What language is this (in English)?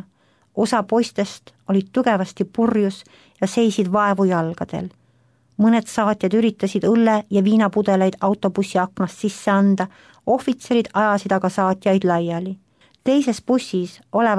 Estonian